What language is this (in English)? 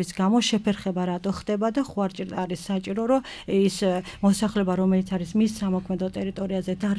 Georgian